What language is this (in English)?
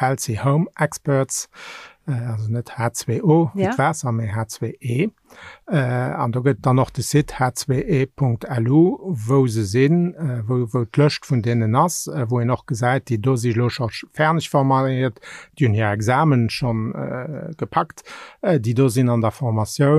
Luxembourgish